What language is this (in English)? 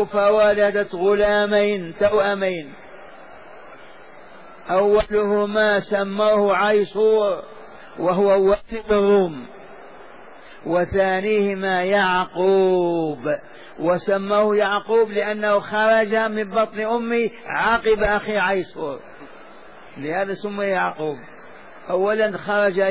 Arabic